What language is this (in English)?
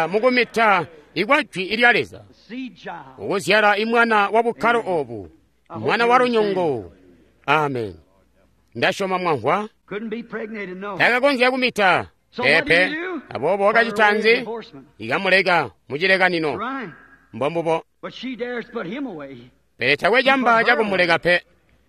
Tonga (Zambia)